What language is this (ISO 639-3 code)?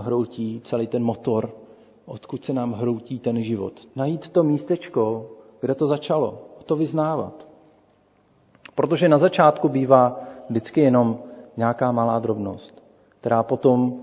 ces